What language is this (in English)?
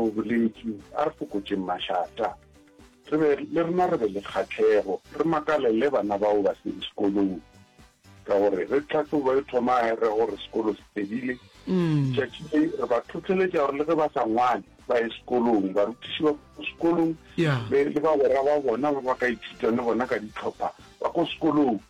Northern Sotho